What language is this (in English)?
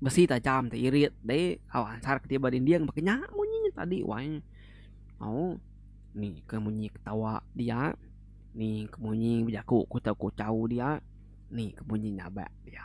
Iban